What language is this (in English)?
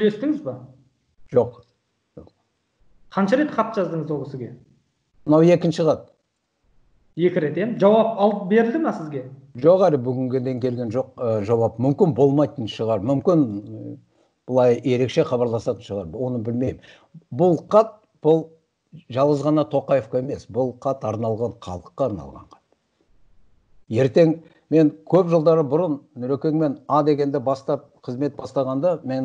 Kazakh